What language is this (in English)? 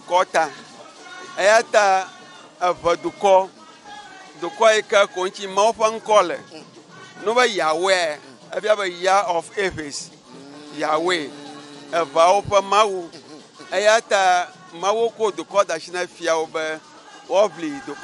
Ewe